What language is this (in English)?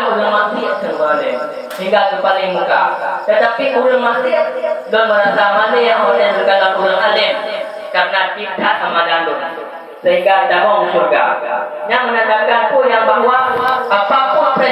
Achinese